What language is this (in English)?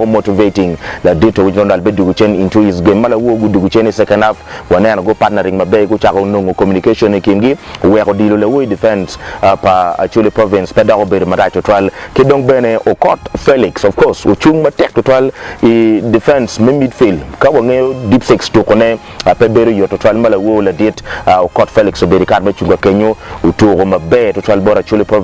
Acoli